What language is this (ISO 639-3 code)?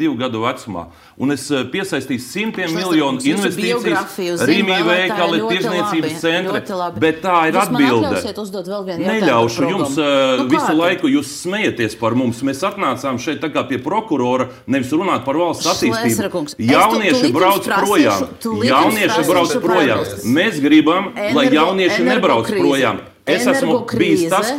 lav